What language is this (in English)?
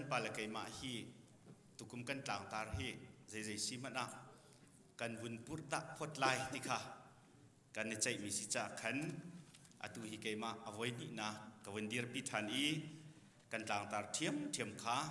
Hakha Chin